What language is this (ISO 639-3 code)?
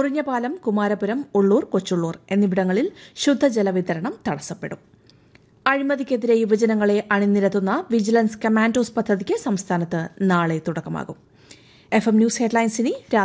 mal